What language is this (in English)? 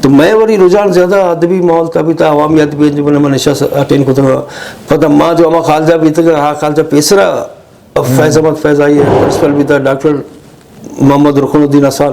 Eastern Balochi